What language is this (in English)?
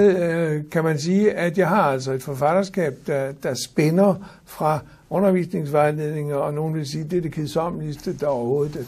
Danish